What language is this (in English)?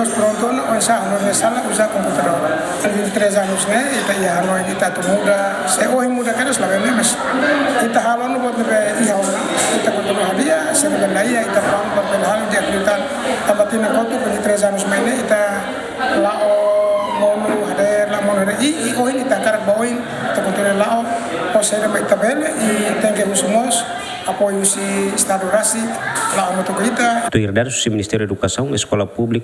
Tetum